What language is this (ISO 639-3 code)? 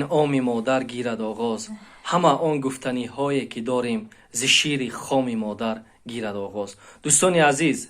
tgk